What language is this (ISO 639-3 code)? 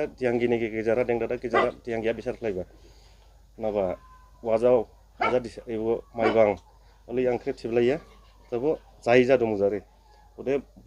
dis